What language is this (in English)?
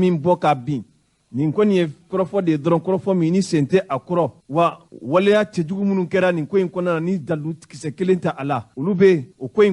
Bambara